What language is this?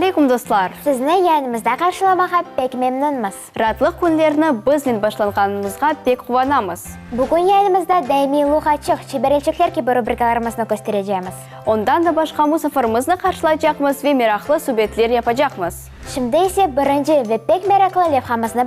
Crimean Tatar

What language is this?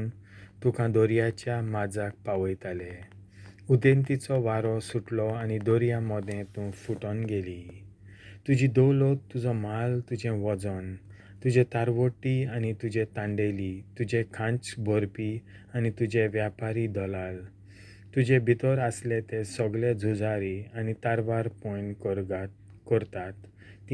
Konkani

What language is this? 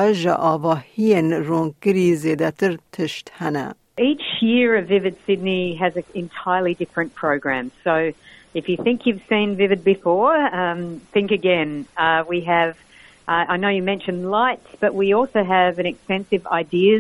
Kurdish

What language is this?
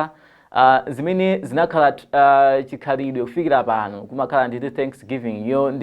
Nyanja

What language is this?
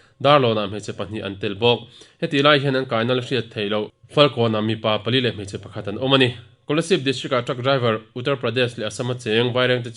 Mizo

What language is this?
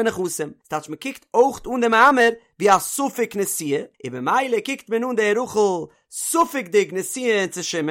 Yiddish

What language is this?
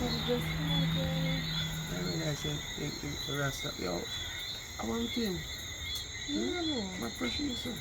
Jamaican Creole English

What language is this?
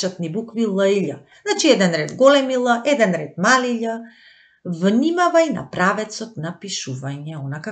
Macedonian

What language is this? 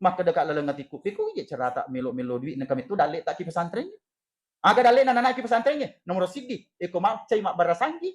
Buginese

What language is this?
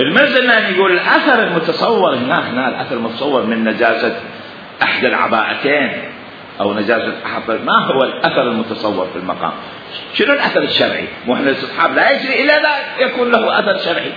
Mesopotamian Arabic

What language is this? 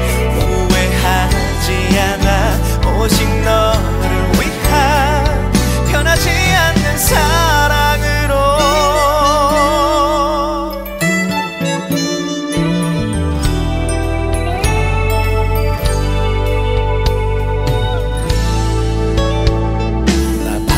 Korean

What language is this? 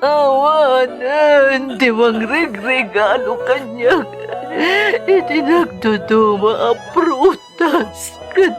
Iloko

